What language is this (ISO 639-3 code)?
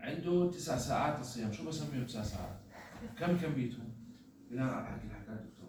apc